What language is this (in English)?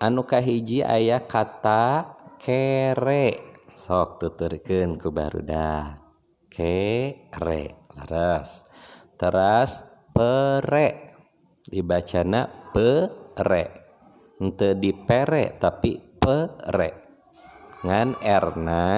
Sundanese